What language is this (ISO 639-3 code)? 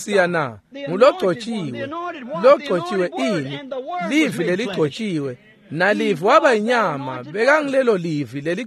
ssw